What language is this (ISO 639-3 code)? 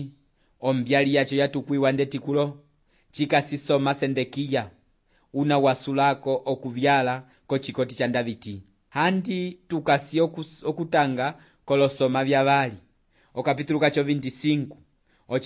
umb